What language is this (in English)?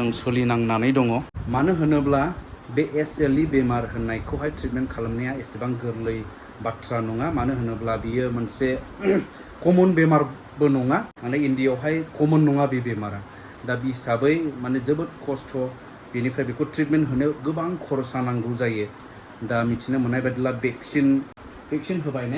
Bodo